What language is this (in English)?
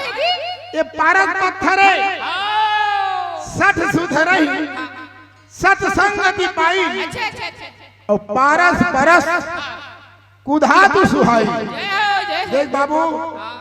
Chhattisgarhi